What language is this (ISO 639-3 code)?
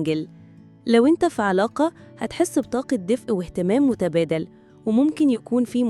arz